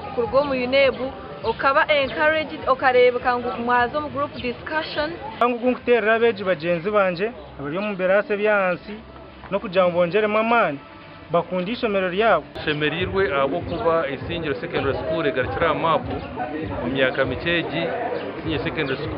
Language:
Nyankole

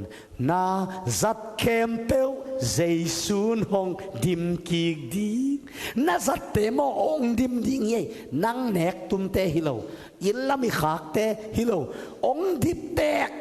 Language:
Tedim Chin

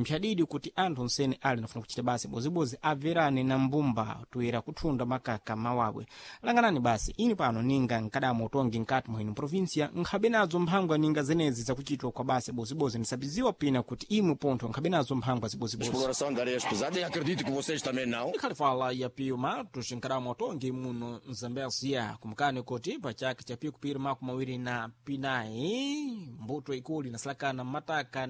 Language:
Sena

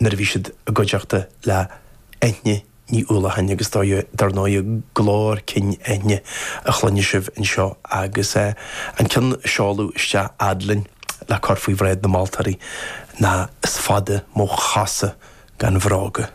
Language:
Irish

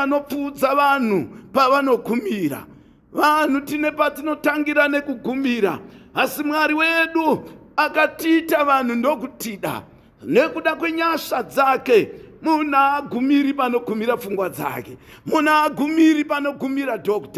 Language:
Shona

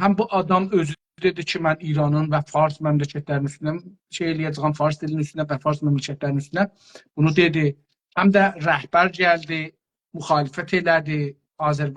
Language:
South Azerbaijani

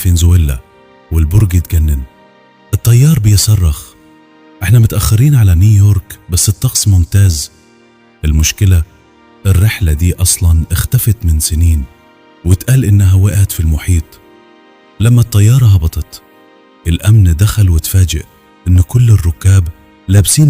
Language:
Egyptian Arabic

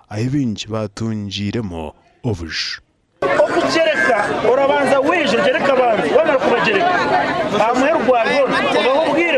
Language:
Nyankole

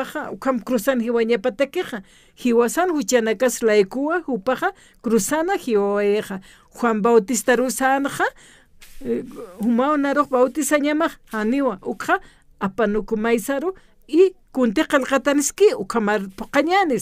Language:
Aymara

